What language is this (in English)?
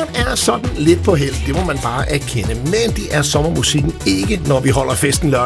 Danish